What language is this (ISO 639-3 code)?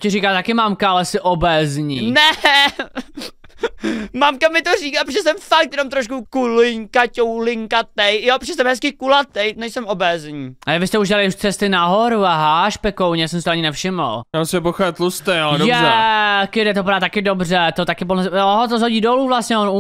ces